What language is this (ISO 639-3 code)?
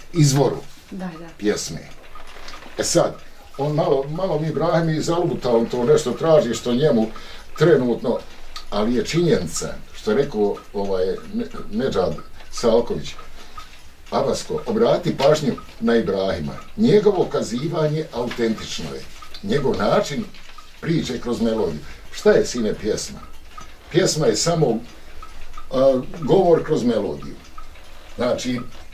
bos